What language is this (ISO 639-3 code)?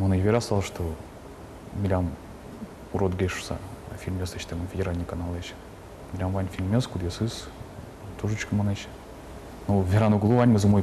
udm